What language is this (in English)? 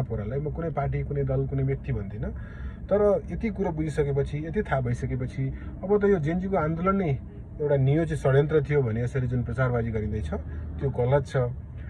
Nepali